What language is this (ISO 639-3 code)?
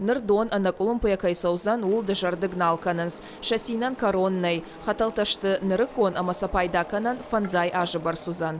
oss